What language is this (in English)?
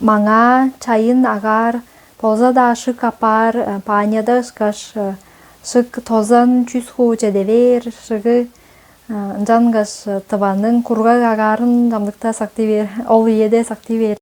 Tuvinian